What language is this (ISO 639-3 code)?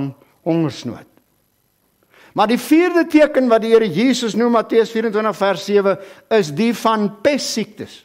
afr